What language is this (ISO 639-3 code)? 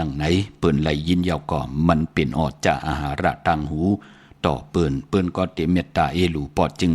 shn